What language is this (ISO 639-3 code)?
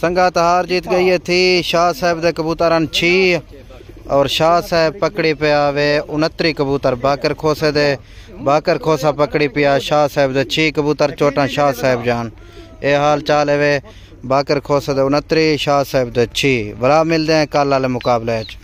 skr